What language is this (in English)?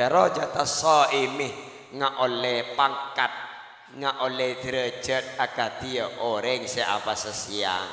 Madurese